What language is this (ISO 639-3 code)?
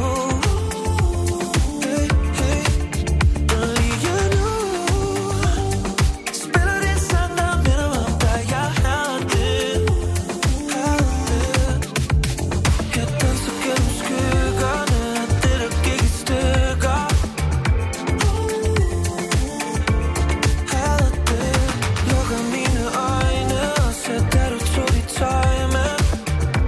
dan